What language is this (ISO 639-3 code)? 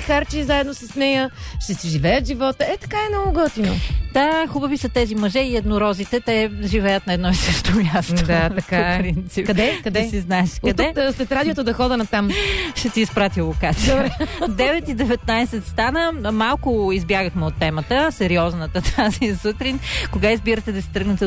bul